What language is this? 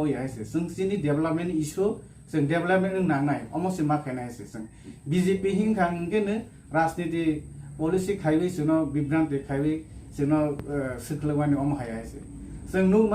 Kok Borok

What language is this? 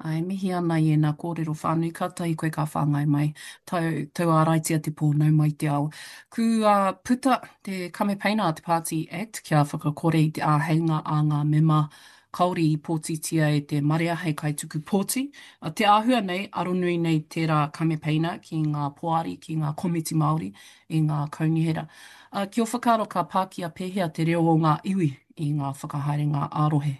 Māori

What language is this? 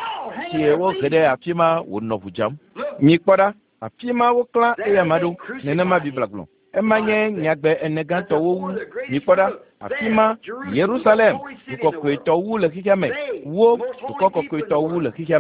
Ewe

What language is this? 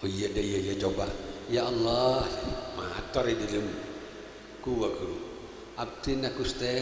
Madurese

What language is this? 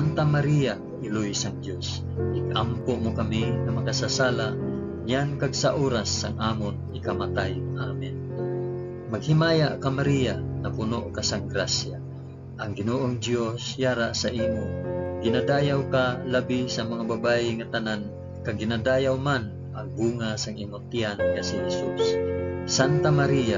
Hiligaynon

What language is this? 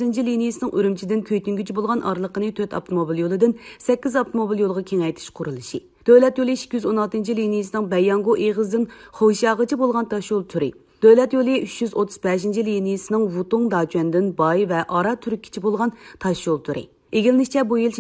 Uyghur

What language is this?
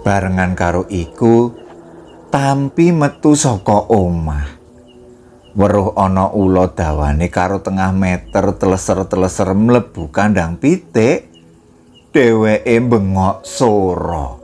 Javanese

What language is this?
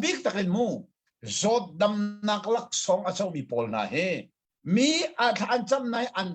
Hakha Chin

